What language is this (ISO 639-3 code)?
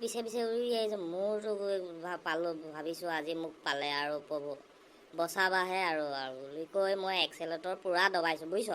asm